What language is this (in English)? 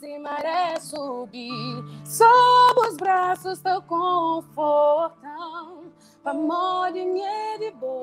Kabuverdianu